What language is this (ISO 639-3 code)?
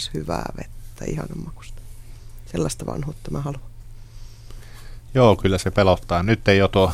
fin